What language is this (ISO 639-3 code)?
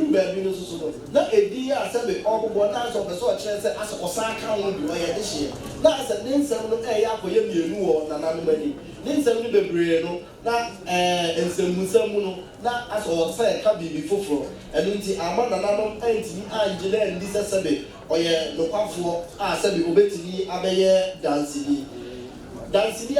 aka